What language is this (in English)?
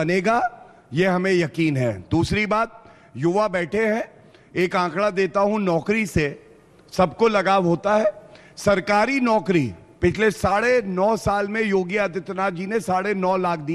Hindi